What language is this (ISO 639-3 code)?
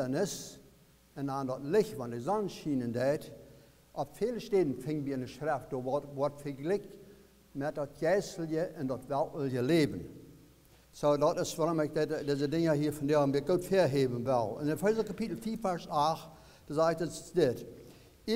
pdt